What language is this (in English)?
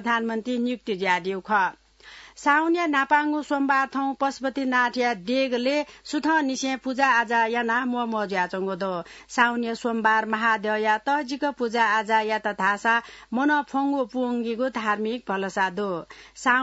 Newari